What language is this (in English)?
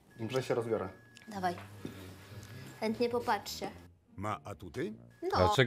Polish